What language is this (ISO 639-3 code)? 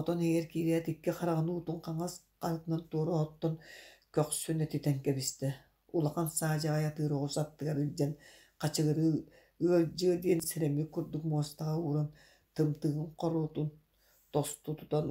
sah